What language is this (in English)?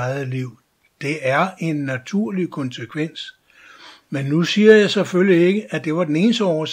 Danish